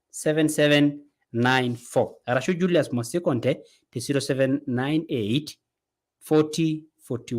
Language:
Masai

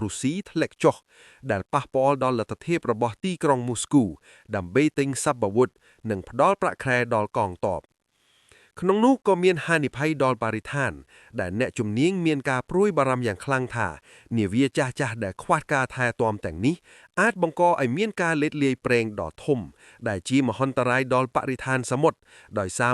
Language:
Khmer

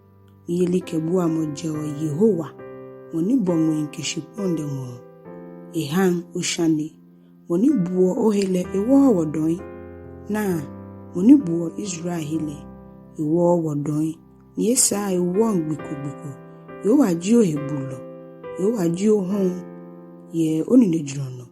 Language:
Ga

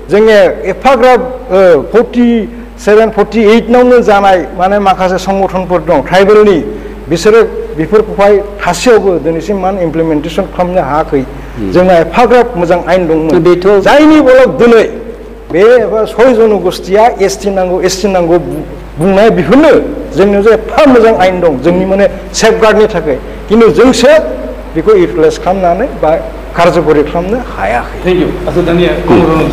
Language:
Bodo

